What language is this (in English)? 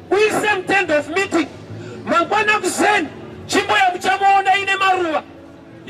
Shona